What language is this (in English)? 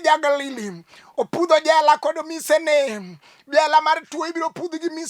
Luo (Kenya and Tanzania)